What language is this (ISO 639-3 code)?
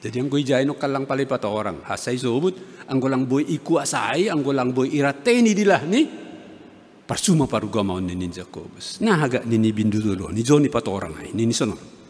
bts